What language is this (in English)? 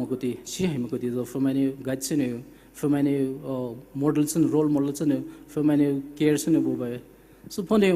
Poumei Naga